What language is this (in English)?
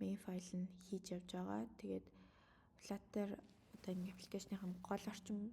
Mongolian